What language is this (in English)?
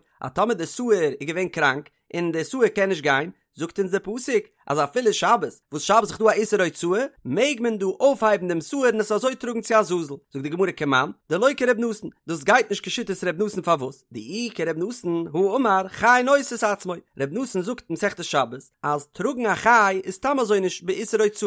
Yiddish